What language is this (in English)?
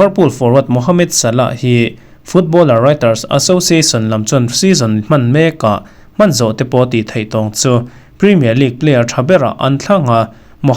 Mizo